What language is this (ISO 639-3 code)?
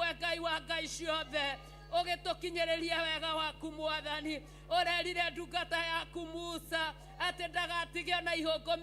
kik